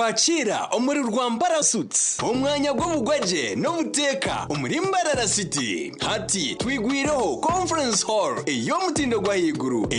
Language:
Nyankole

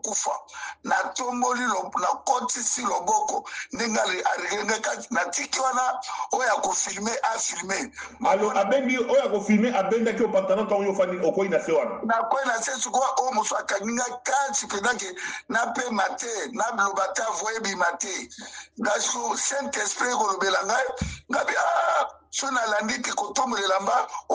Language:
Lingala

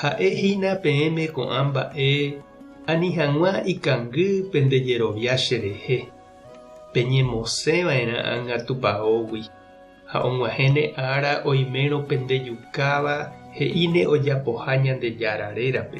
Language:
Guarani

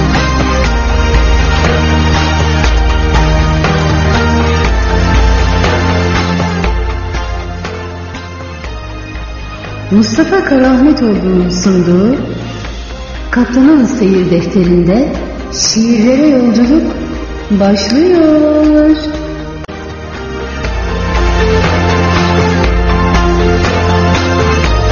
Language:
Turkish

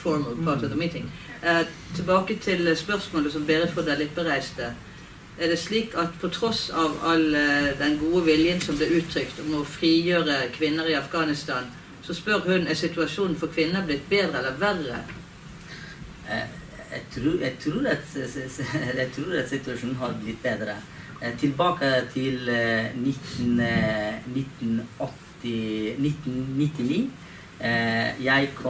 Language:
Norwegian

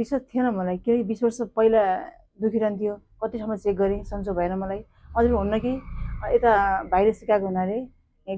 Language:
Nepali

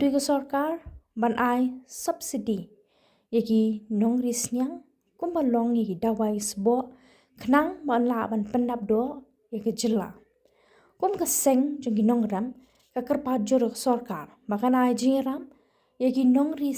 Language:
Khasi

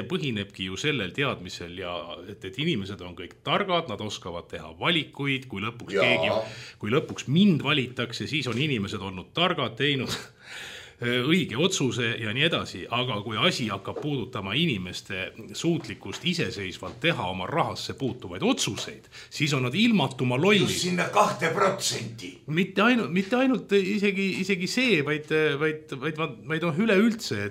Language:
Estonian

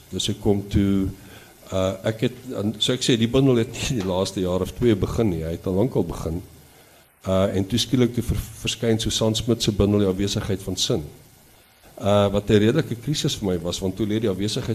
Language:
Afrikaans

